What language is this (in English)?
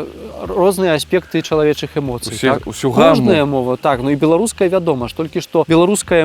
Belarusian